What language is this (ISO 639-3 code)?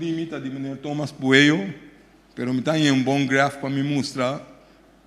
pap